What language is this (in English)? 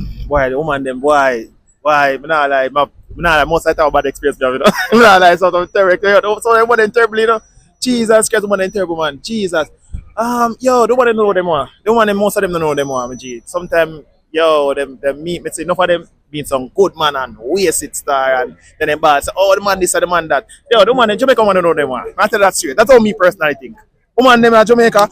Jamaican Creole English